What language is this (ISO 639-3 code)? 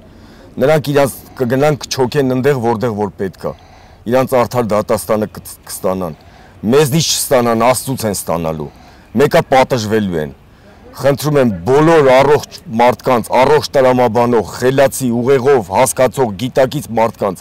hye